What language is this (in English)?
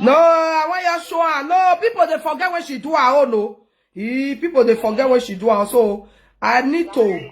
Nigerian Pidgin